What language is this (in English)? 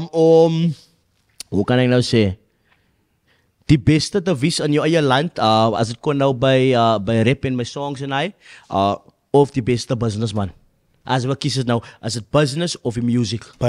Afrikaans